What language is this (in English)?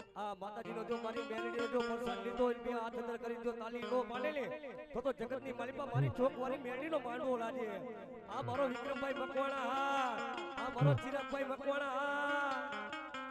Gujarati